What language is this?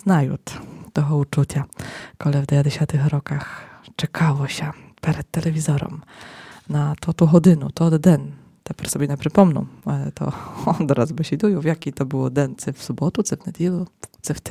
Rusyn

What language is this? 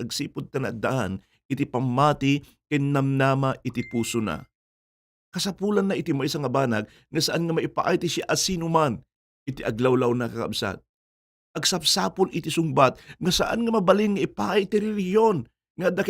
Iloko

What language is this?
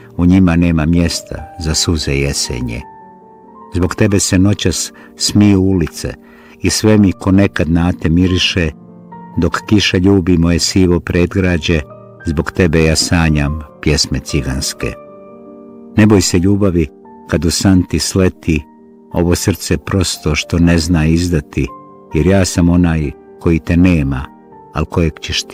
Bosnian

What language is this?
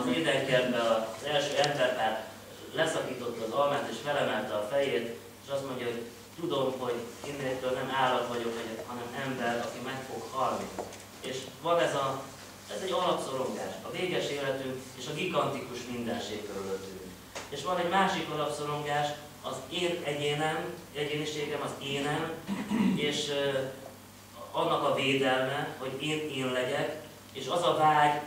Hungarian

